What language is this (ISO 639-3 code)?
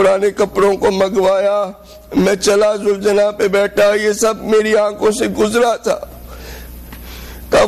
urd